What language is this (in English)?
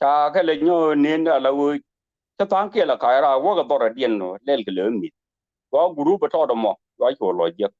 Nuer